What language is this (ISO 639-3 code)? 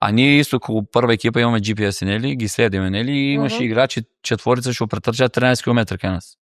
mkd